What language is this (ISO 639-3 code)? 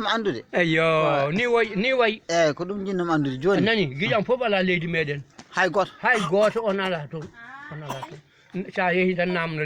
ful